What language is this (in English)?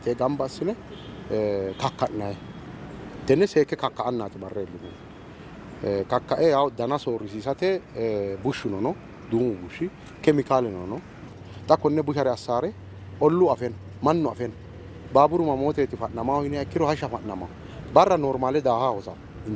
Sidamo